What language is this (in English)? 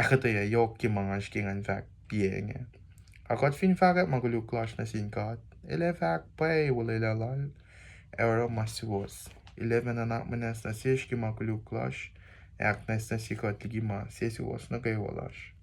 Kosraean